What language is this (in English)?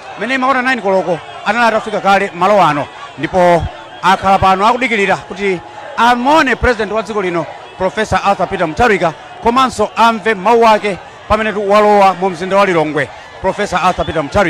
Nyanja